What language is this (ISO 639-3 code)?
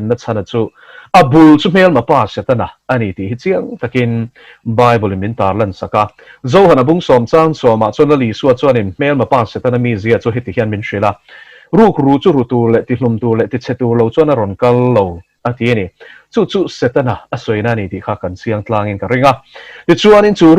lus